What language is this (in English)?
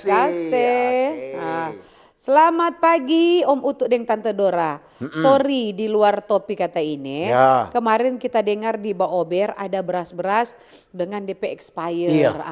Manado Malay